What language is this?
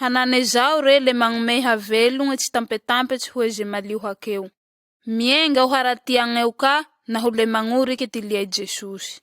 Malagasy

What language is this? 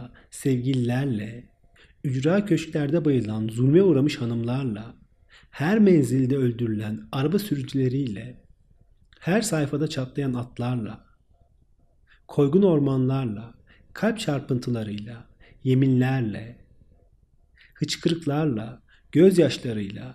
Turkish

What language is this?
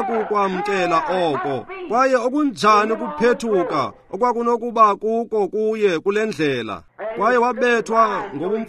Xhosa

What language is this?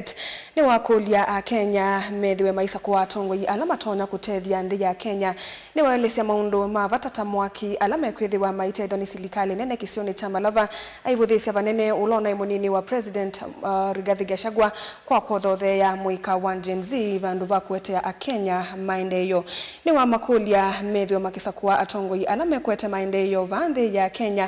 Kamba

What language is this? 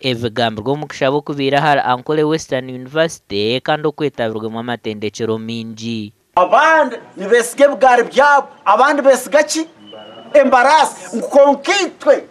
Nyankole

